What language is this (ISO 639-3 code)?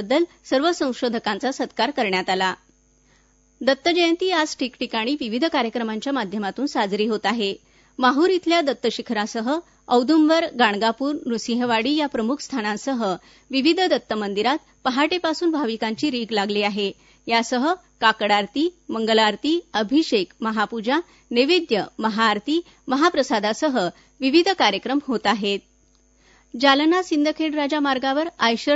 mar